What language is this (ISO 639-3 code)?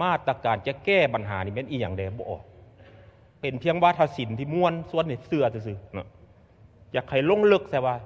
lao